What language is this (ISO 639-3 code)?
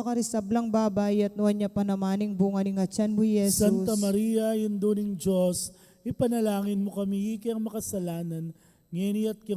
pam